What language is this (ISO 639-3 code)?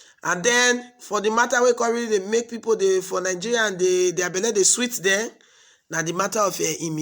pcm